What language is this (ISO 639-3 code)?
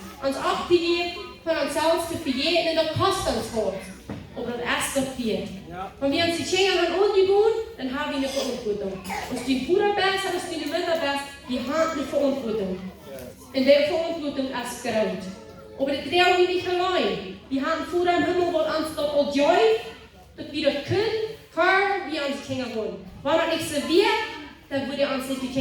pdt